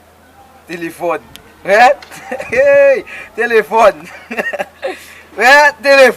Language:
Haitian Creole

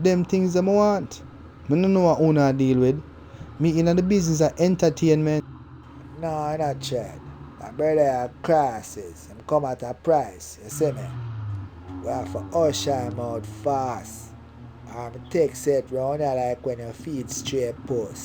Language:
Jamaican Creole English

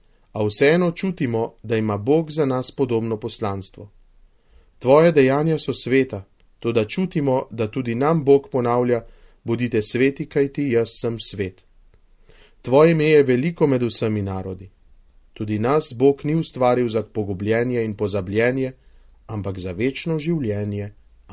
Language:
Slovenian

